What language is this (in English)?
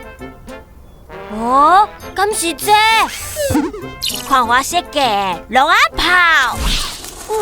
Min Nan Chinese